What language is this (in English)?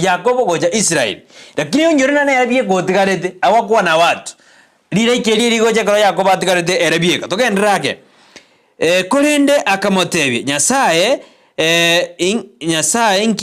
Gusii